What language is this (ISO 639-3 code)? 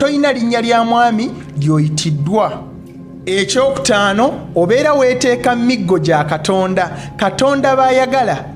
lug